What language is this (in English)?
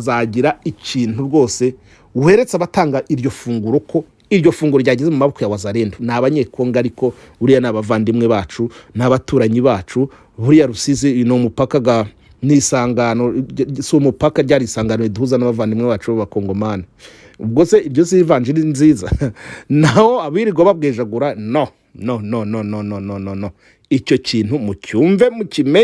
Kinyarwanda